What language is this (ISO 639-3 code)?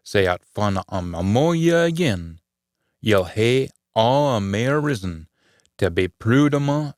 sco